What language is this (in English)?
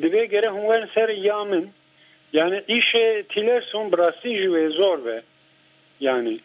Kurdish